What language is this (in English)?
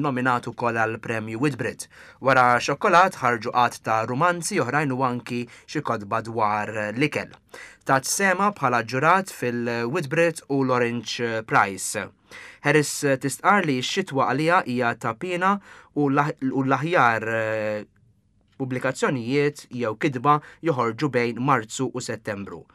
Maltese